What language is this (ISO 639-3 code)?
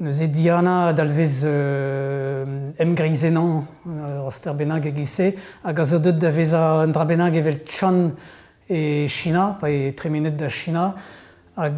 bre